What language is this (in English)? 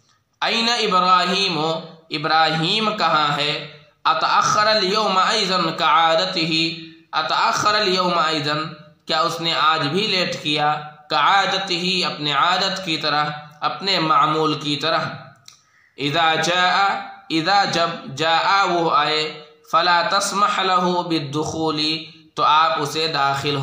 Urdu